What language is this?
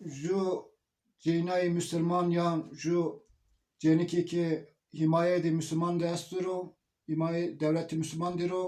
Zaza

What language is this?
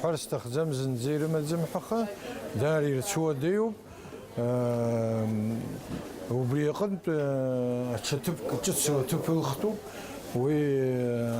Abkhazian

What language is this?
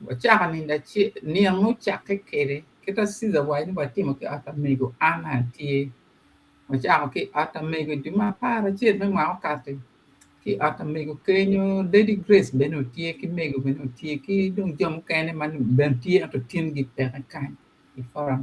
Acoli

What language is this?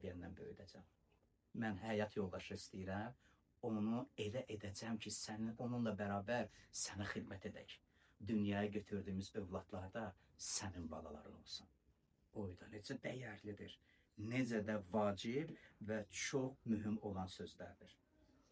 Azerbaijani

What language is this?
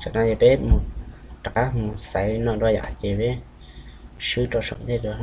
Hmong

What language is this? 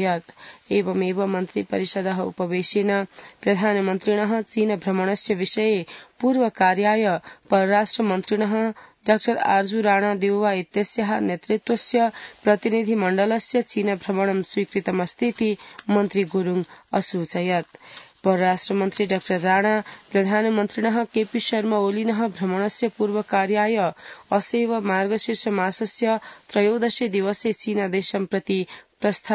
Sanskrit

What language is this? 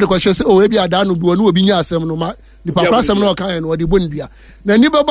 Akan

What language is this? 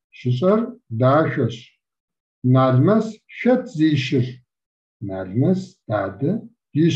Kabardian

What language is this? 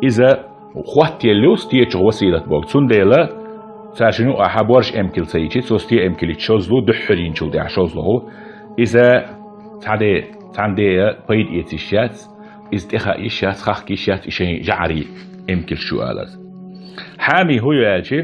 Chechen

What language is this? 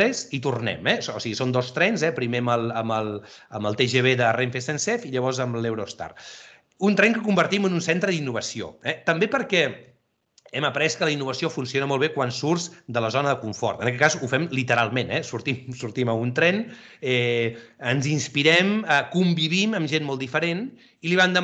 Catalan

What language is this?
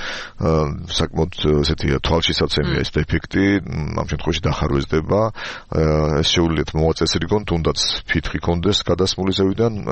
Georgian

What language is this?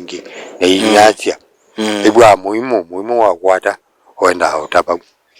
Kamba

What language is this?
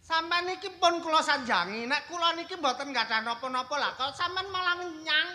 Javanese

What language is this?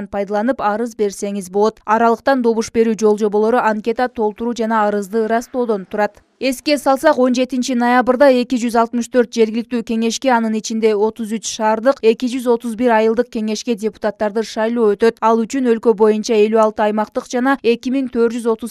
Kyrgyz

